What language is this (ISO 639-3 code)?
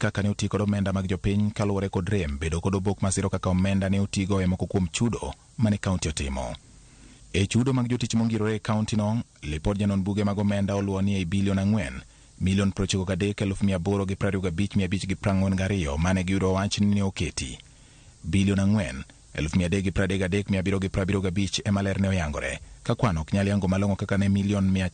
luo